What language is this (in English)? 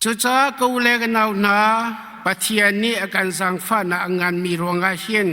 Hakha Chin